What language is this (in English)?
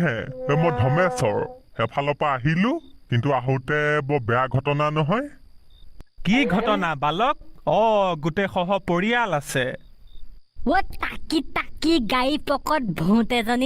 Assamese